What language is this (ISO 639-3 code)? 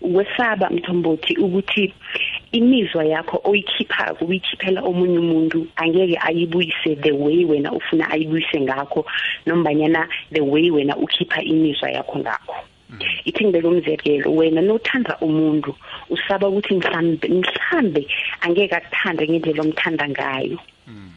nbl